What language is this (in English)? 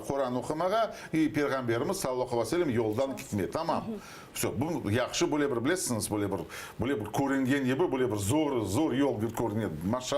Crimean Tatar